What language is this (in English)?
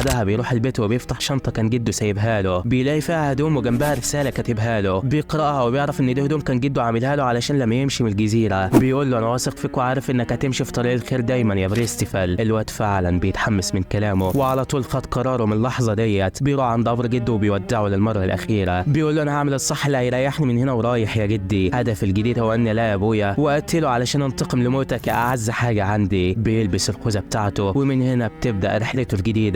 Egyptian Arabic